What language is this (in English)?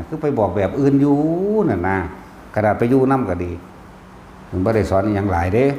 Northeastern Thai